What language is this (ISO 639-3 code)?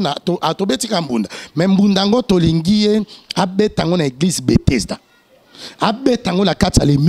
lin